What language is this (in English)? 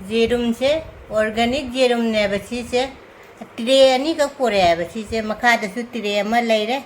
Manipuri